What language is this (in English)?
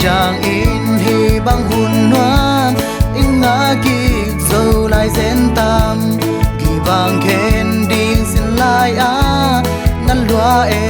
Tedim Chin